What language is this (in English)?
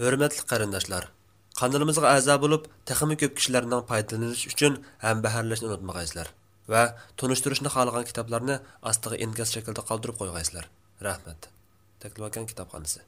Uyghur